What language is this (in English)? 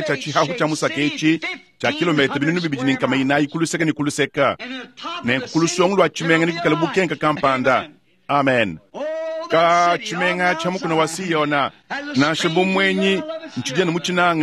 Luba-Lulua